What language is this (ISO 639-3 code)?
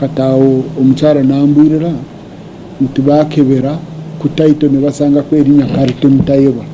lug